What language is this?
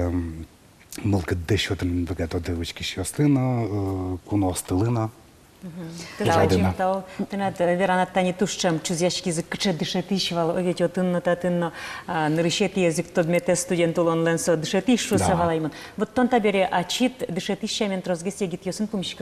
Udmurt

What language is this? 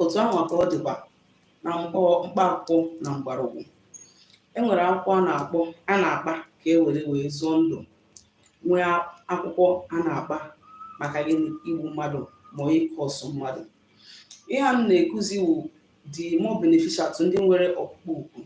Igbo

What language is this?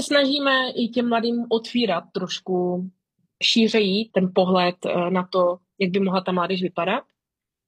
Czech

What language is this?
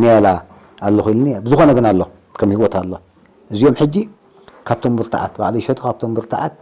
Tigrinya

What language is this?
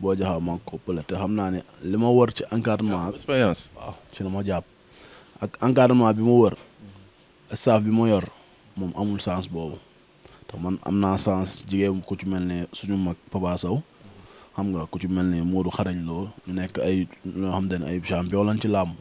Wolof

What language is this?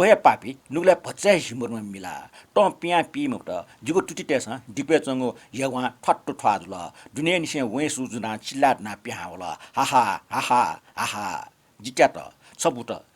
Newari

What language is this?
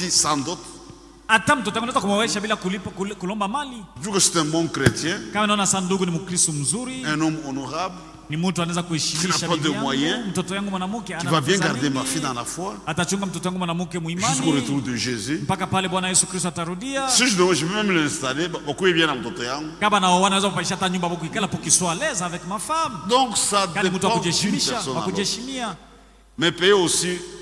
Swahili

